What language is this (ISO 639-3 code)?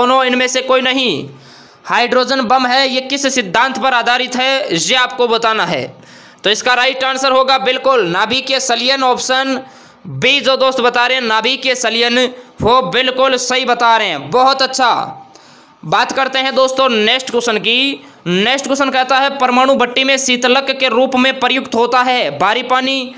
hin